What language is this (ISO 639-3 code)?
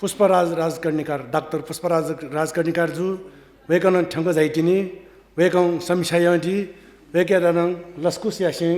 new